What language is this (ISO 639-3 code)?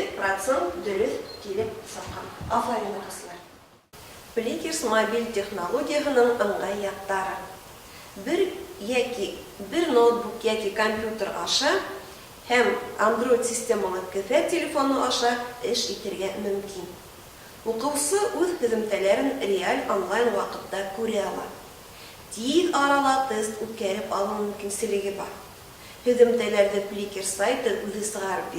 bak